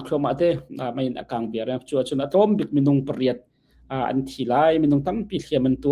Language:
Hakha Chin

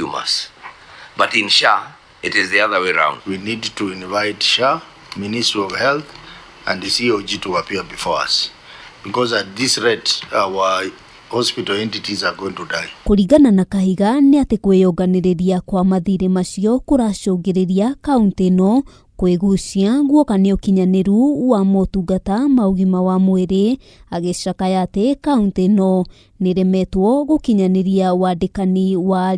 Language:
Kikuyu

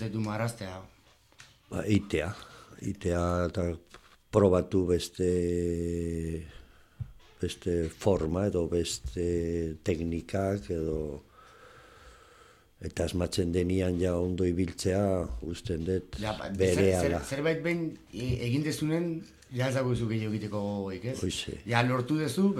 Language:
Basque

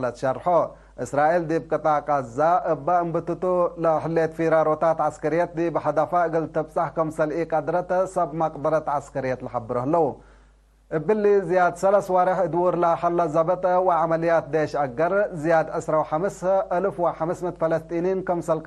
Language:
Tigre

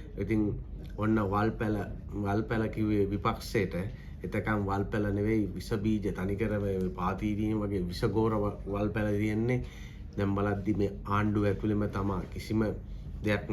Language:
Sinhala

